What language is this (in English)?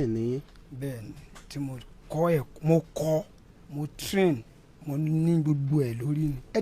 Yoruba